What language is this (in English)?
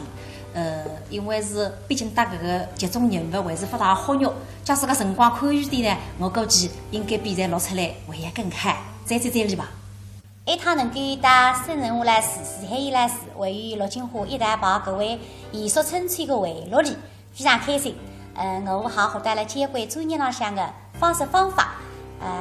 Wu Chinese